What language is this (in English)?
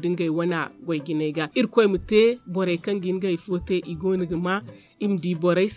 Zarma